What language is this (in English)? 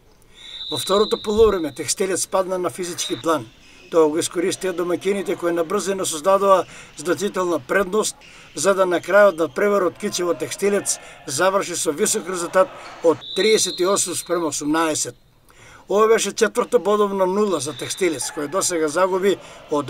Macedonian